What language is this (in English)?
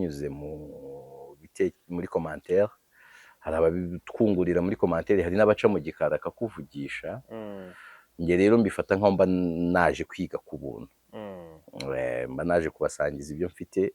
Kinyarwanda